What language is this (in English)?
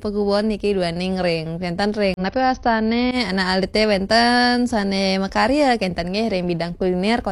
Balinese